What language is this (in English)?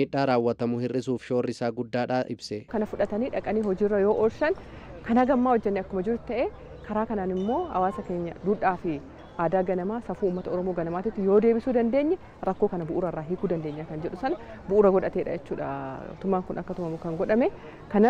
Oromo